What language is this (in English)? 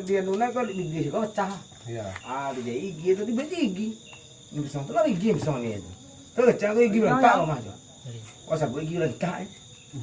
Minangkabau